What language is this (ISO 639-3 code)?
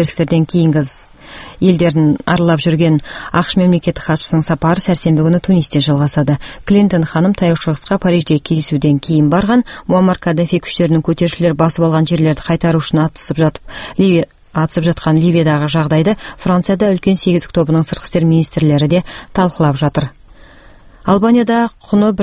kaz